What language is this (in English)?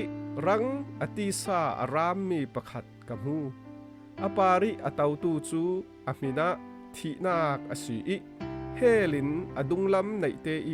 Falam Chin